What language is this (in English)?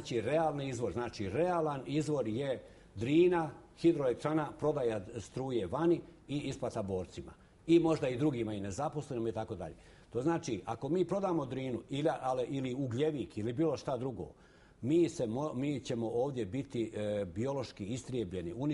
Bosnian